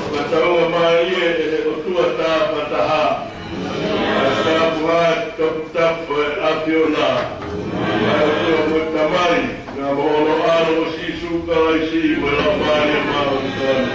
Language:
Tongan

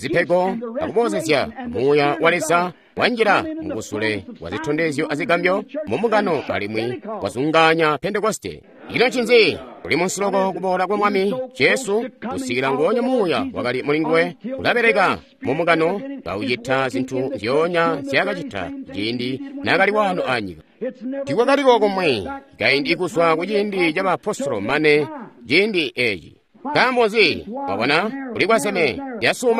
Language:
Tonga (Zambia)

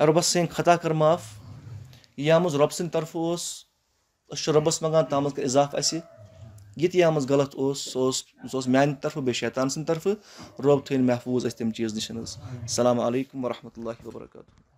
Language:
Kashmiri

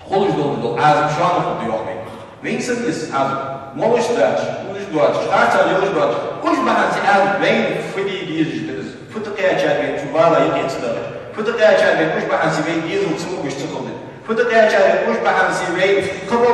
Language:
Ingush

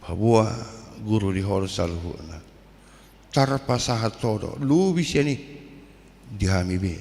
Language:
Batak Toba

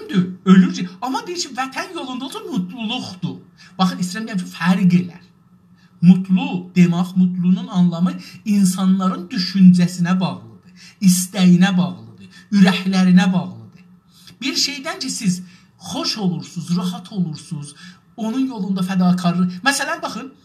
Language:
South Azerbaijani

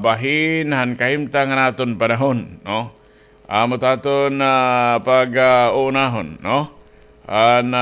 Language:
Waray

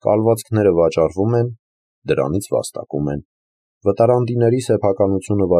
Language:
Armenian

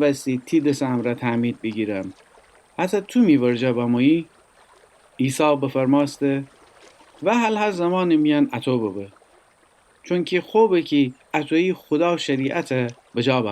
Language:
Gilaki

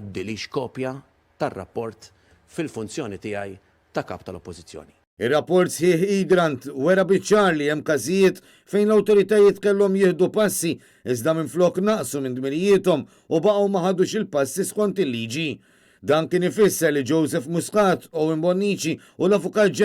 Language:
Maltese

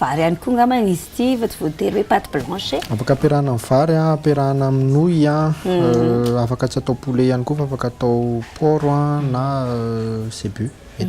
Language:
Malagasy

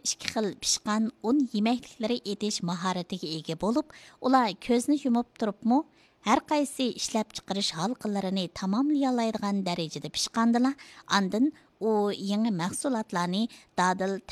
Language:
Uyghur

